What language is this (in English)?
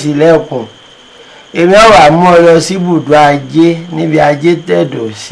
Yoruba